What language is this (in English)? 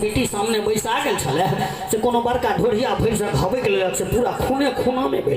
Maithili